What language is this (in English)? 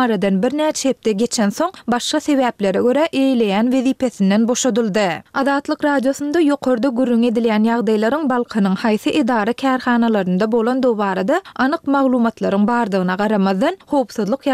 Turkmen